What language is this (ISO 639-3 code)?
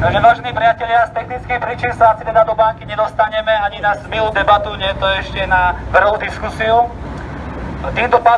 slk